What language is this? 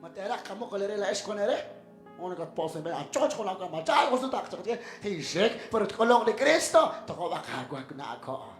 Kekchí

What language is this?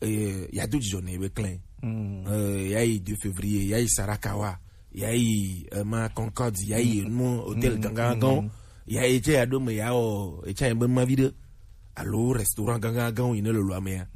Gen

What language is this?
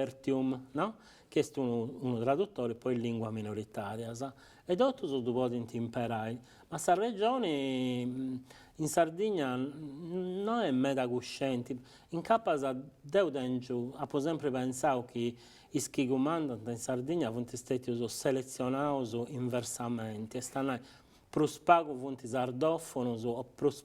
Sardinian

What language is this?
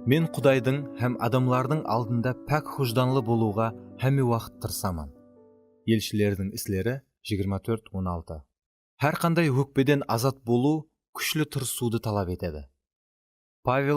Kara-Kalpak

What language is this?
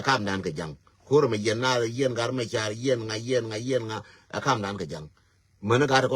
Nuer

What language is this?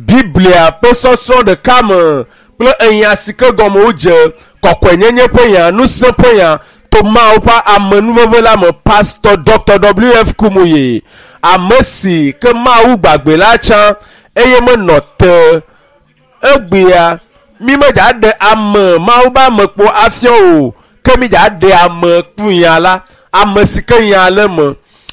Ewe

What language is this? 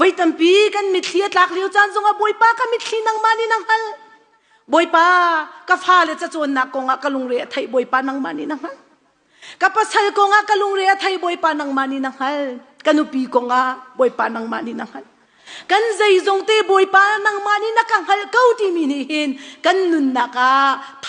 Hakha Chin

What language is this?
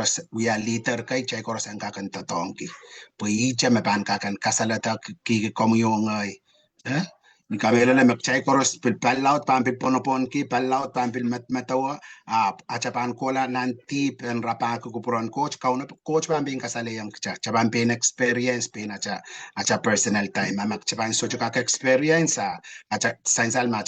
Pohnpeian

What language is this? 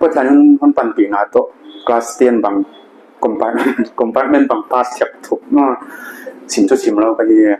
Paite Chin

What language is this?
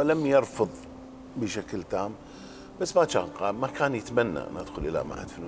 Mesopotamian Arabic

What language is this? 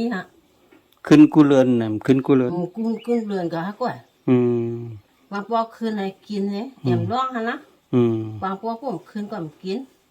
Shan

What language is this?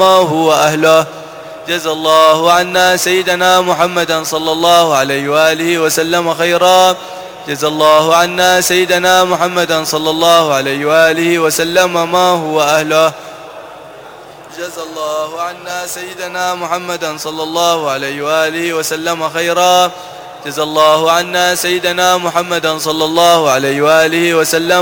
Arabic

